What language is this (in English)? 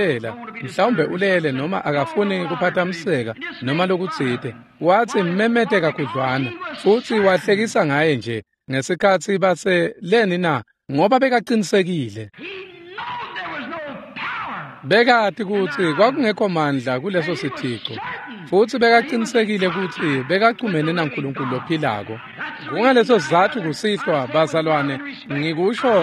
Swati